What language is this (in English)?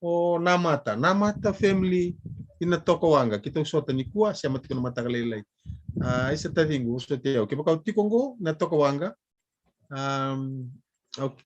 Fijian